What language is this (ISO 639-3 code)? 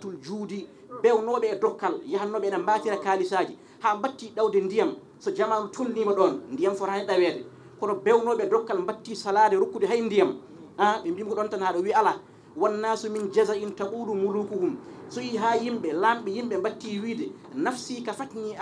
ful